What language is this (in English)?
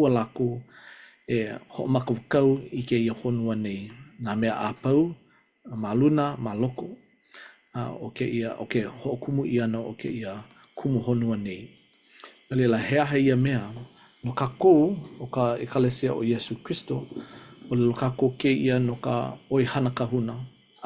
Hawaiian